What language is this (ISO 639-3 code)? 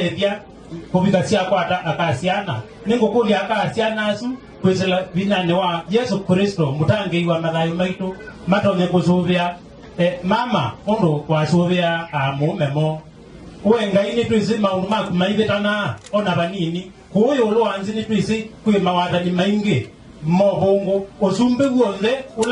kam